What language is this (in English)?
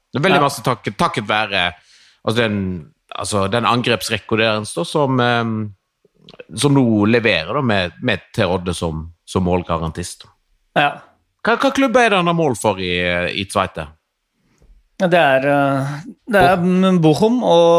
Norwegian